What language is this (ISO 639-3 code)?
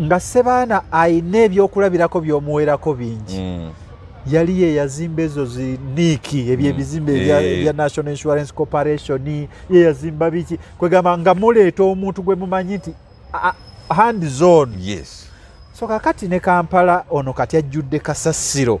lug